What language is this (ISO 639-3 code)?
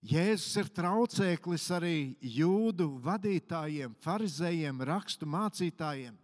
lav